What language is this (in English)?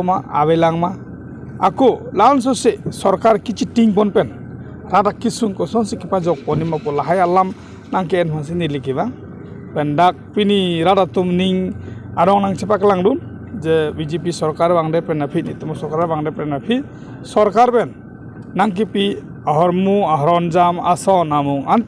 Karbi